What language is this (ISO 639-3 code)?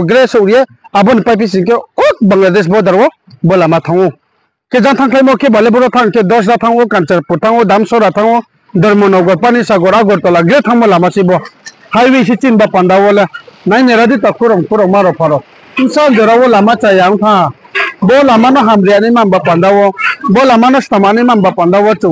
ria